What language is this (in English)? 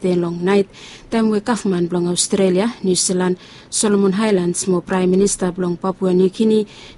Bislama